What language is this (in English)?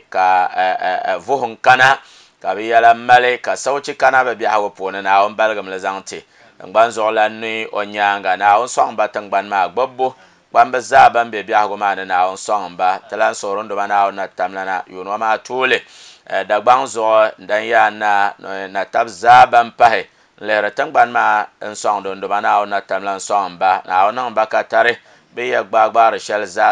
Dagbani